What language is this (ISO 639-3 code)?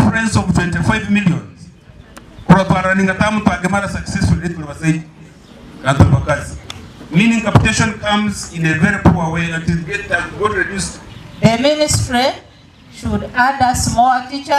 nyn